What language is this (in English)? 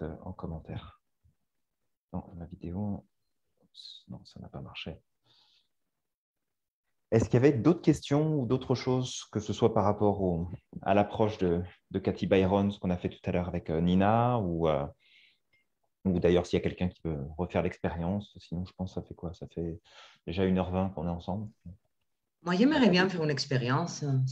French